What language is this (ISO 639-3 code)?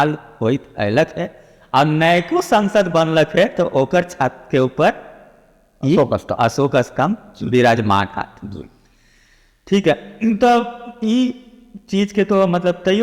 mag